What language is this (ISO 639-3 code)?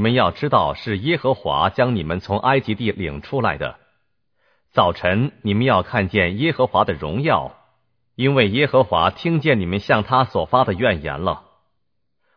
zho